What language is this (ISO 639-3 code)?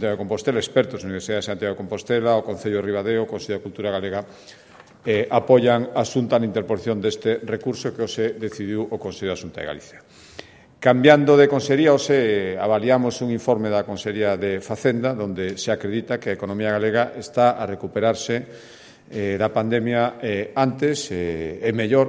glg